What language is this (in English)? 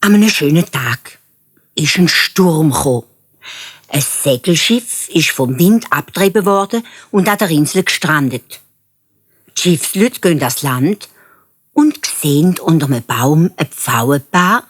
Swiss German